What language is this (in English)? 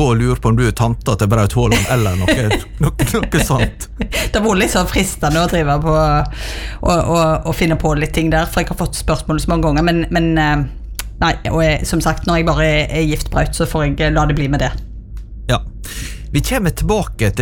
Norwegian